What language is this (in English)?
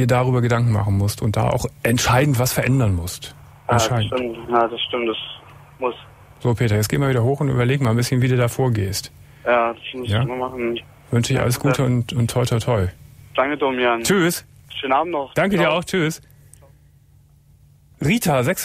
German